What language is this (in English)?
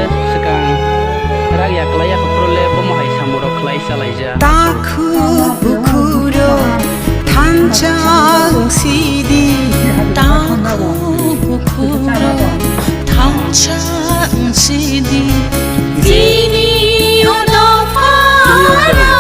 Kok Borok